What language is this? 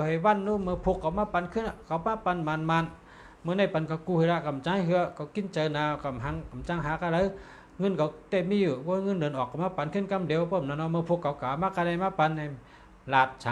Shan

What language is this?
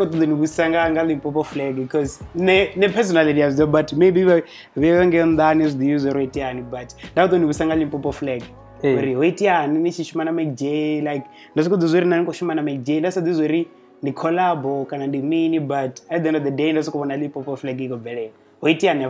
Venda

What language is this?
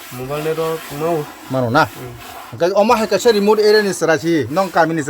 Kok Borok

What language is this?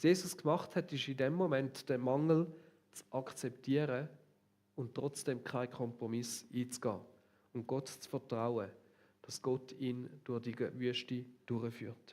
Swiss German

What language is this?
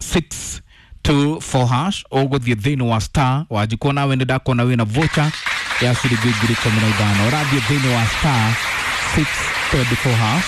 Kikuyu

